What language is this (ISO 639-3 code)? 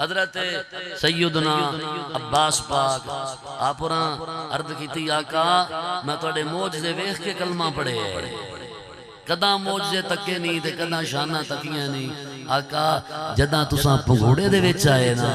skr